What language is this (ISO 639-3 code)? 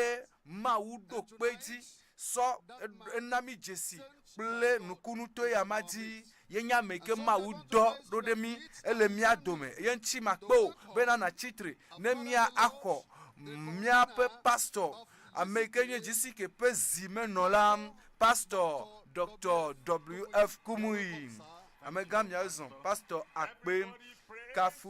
ewe